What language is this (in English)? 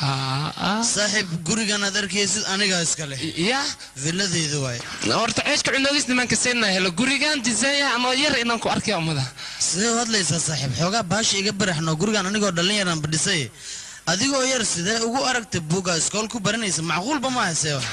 Somali